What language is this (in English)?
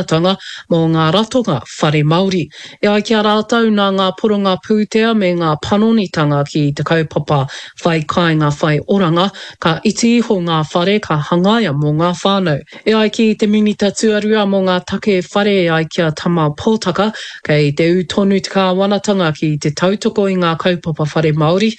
Māori